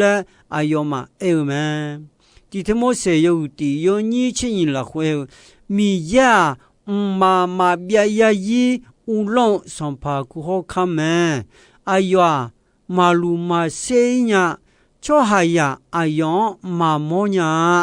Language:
Akha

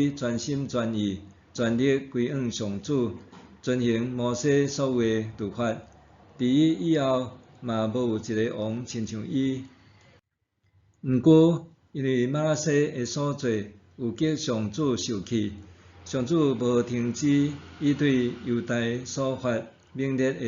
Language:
Min Nan Chinese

